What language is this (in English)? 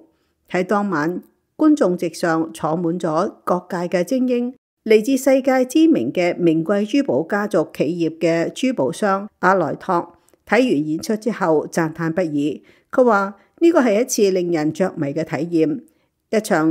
Cantonese